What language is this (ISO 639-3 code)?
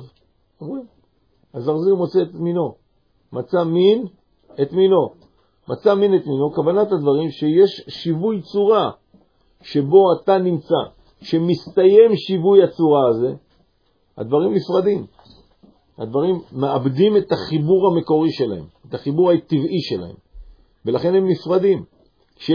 heb